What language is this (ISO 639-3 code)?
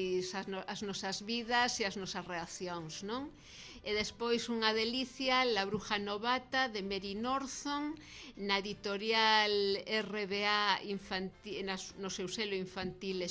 glg